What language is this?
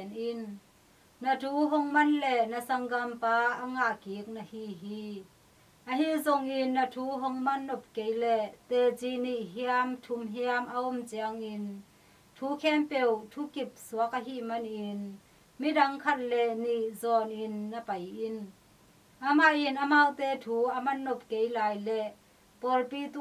Tedim Chin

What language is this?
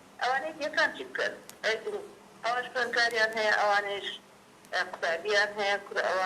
Central Kurdish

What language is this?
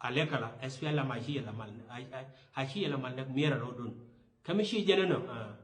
Nuer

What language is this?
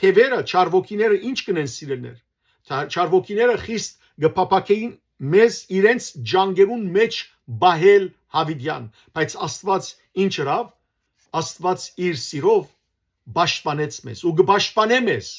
Western Armenian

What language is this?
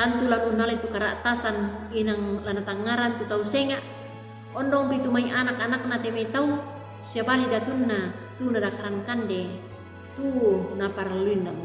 Toraja-Sa'dan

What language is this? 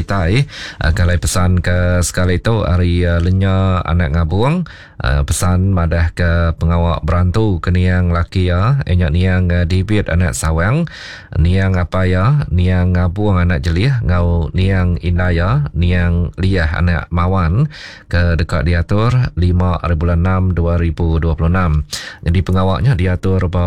Iban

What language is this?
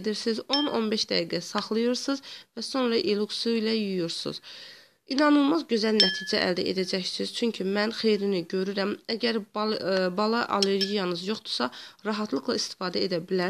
Azerbaijani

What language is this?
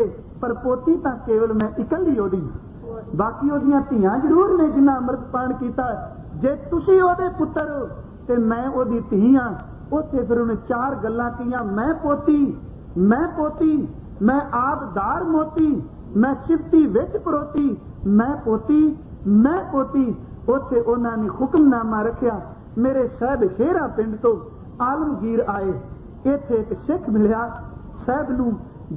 Punjabi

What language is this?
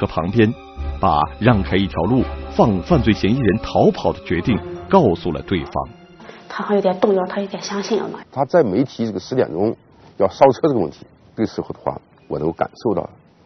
Chinese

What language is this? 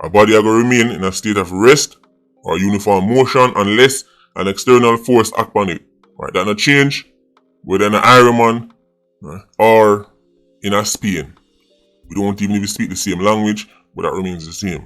Jamaican Creole English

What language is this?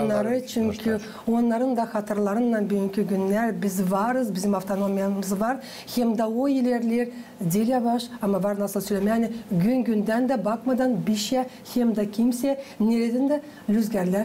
Gagauz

